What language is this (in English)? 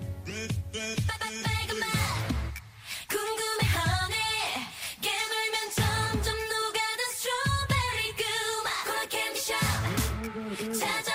Korean